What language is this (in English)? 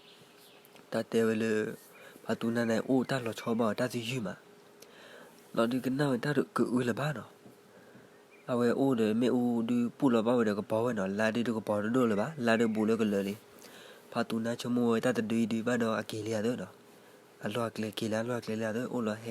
S'gaw Karen